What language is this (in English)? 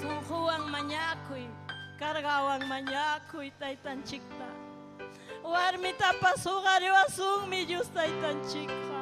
Ayacucho Quechua